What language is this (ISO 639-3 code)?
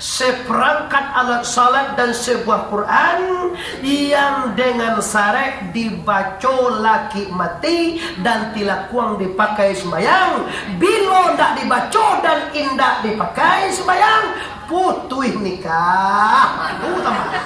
min